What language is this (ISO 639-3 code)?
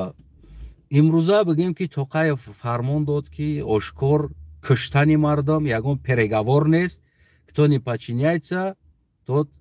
tgk